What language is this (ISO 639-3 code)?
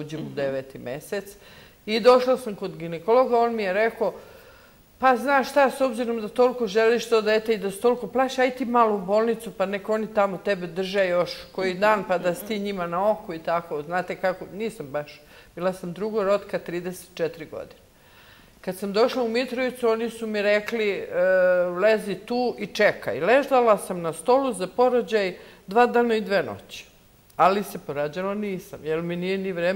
srp